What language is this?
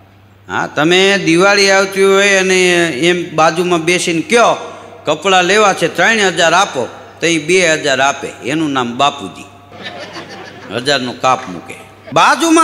Gujarati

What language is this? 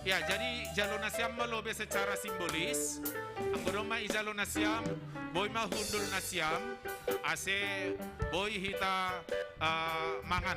Batak Simalungun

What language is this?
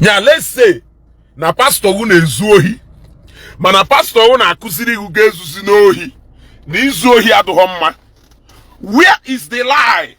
Igbo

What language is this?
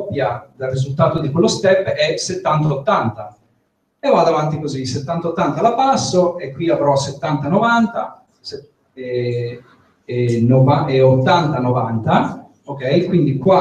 Italian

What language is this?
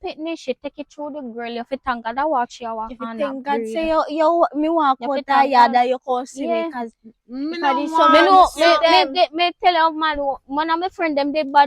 Jamaican Creole English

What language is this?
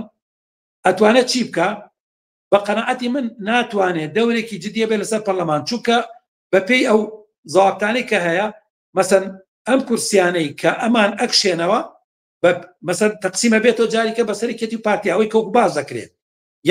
Central Kurdish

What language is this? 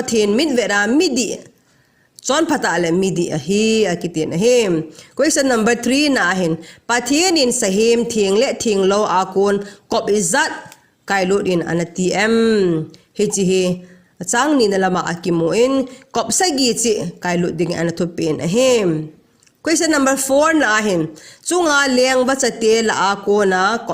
Thado Chin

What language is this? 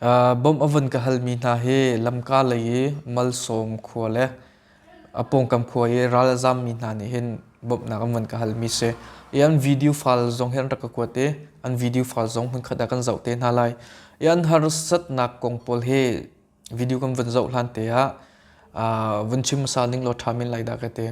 Hakha Chin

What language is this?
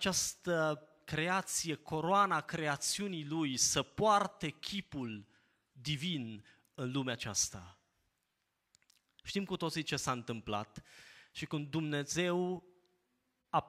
Romanian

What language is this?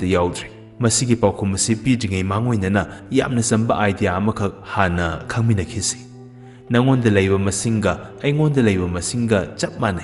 Manipuri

